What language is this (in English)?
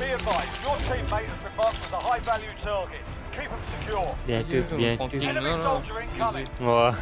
Morisyen